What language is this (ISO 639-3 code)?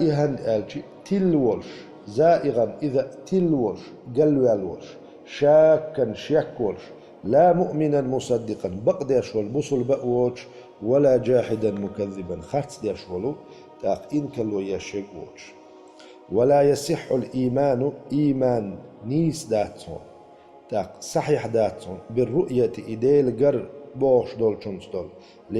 che